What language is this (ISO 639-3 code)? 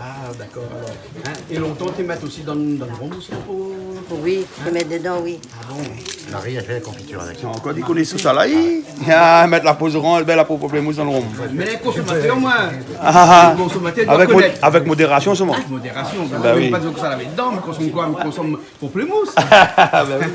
rcf